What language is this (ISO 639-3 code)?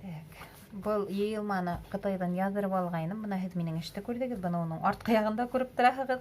bak